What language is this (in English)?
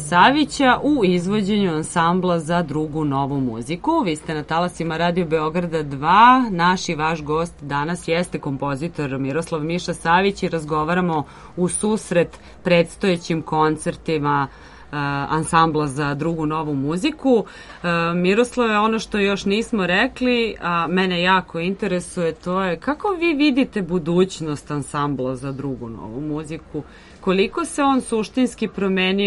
Serbian